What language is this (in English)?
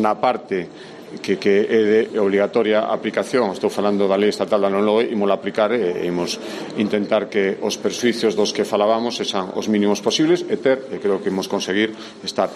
Galician